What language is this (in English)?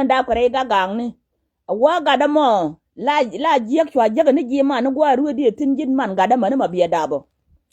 Nuer